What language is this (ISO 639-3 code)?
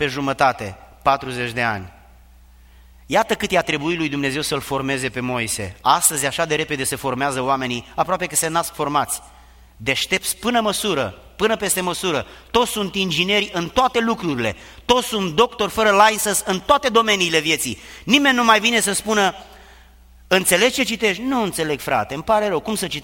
ron